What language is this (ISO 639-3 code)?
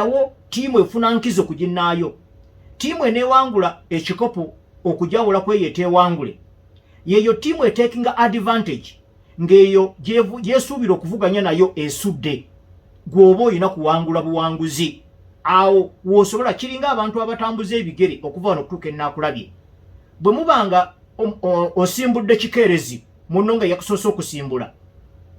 lug